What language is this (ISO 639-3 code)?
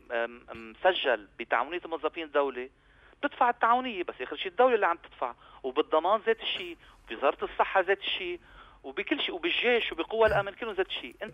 apc